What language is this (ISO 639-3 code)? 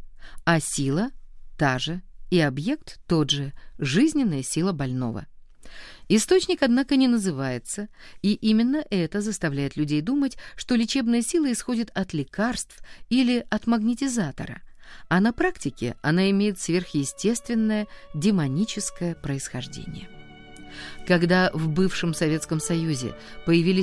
rus